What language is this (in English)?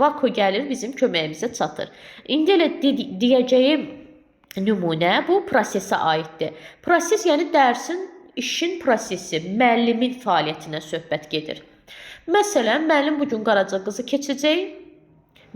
Azerbaijani